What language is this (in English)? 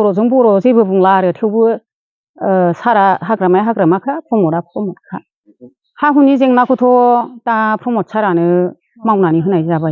Bodo